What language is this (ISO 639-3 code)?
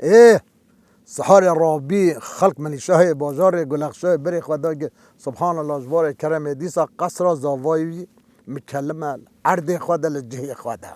kur